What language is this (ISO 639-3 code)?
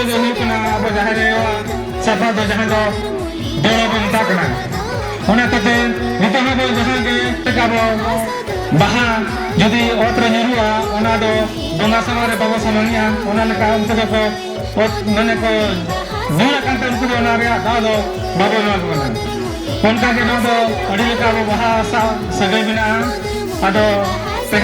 sat